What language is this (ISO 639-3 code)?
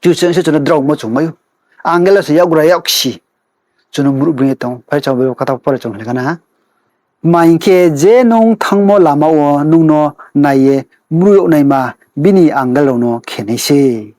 ria